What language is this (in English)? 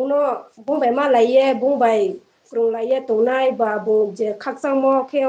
Riang (India)